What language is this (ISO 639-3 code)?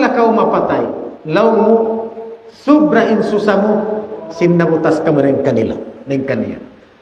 tsg